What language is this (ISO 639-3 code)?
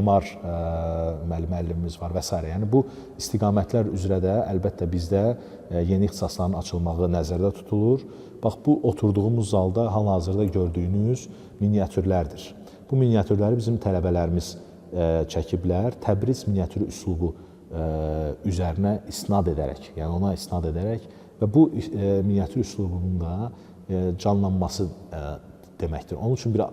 aze